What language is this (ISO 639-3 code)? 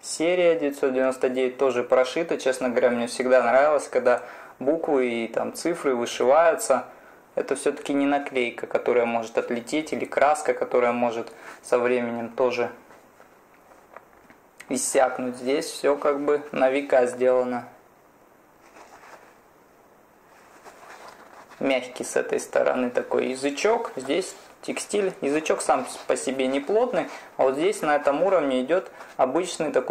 rus